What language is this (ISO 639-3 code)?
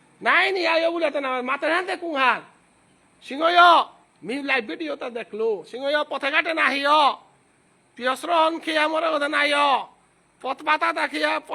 bpy